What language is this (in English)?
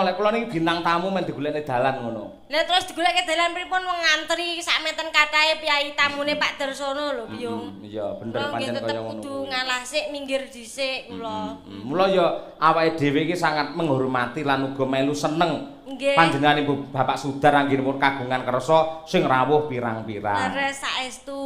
Javanese